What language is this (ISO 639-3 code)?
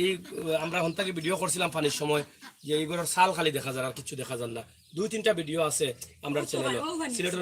syl